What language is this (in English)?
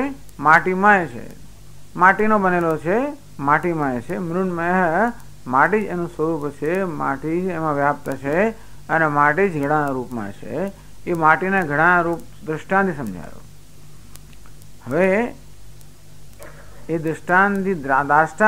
Gujarati